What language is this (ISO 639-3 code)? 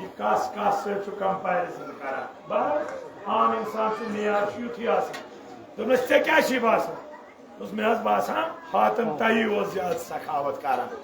kas